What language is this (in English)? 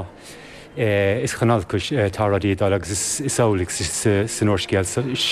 Irish